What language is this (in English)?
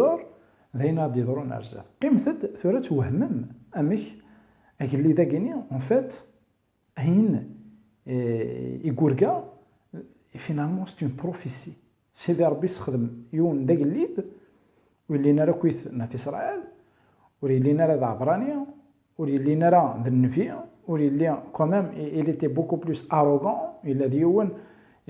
Kabyle